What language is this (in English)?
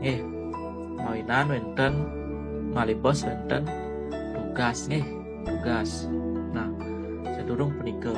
Balinese